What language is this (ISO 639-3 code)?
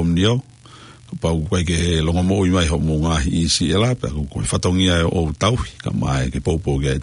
ton